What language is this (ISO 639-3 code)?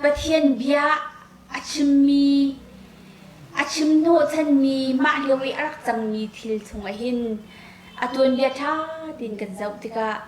cnh